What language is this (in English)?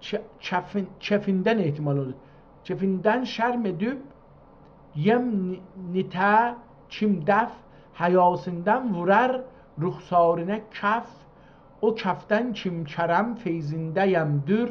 South Azerbaijani